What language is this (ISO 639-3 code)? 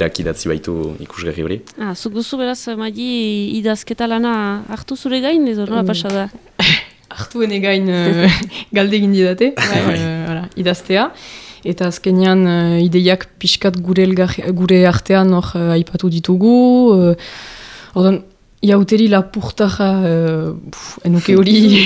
eus